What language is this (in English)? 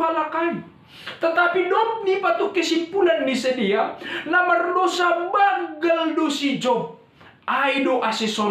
Batak Simalungun